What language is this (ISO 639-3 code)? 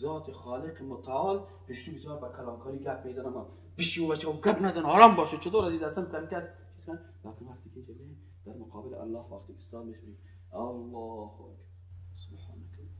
fas